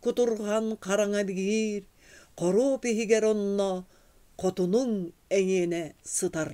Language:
Yakut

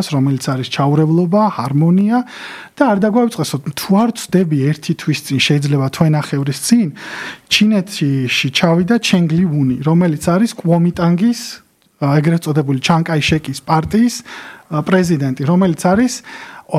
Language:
Georgian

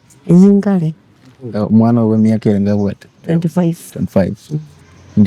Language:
Gusii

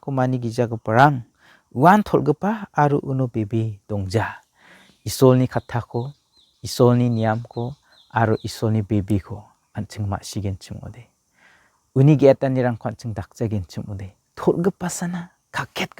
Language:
Garo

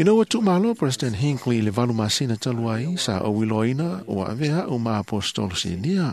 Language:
Samoan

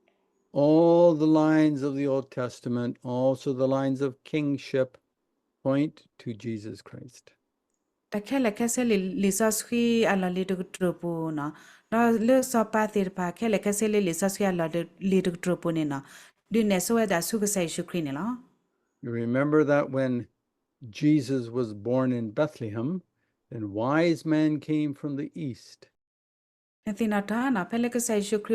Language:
S'gaw Karen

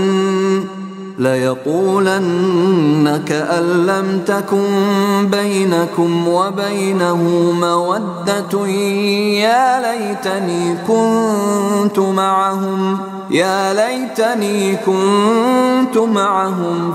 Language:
Arabic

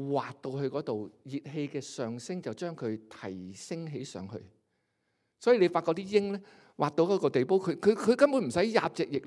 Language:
Cantonese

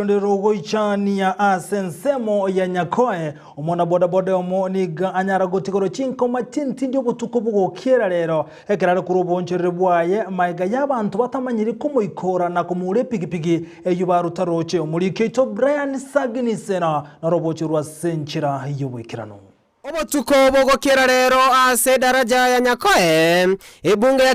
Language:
Gusii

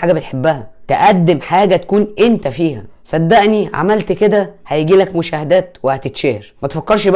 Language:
Egyptian Arabic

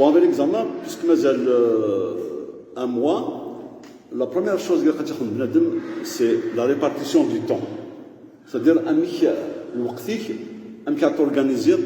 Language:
Kabyle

